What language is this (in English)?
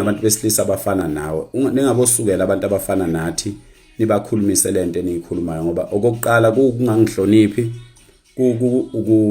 Zulu